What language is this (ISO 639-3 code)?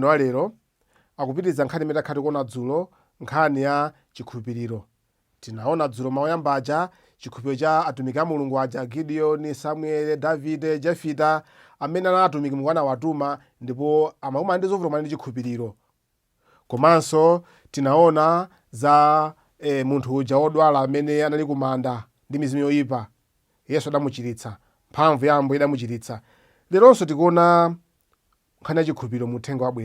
nya